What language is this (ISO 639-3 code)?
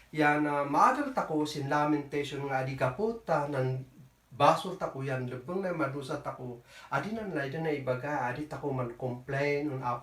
kne